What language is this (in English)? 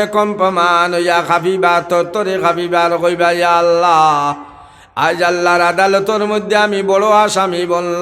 Sylheti